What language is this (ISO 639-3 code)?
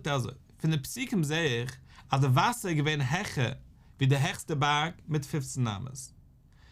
yid